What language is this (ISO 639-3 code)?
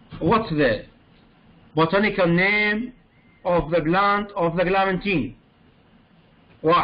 acm